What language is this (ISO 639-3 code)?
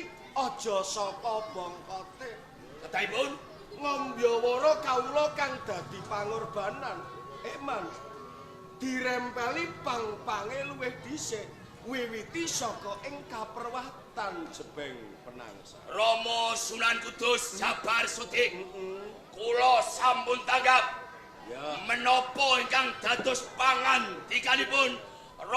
jav